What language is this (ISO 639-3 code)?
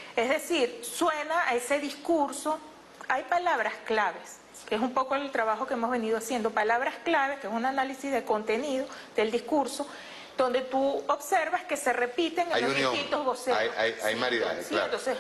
spa